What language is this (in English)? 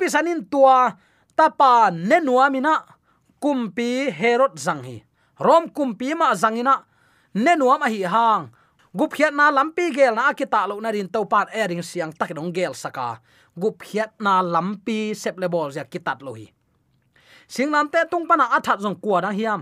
Tedim Chin